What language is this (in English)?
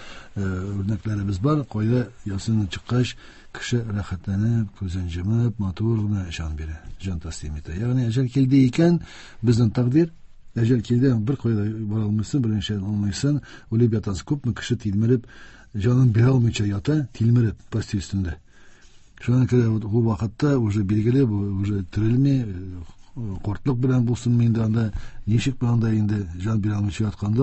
Tatar